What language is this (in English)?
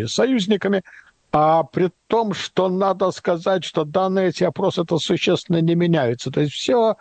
Russian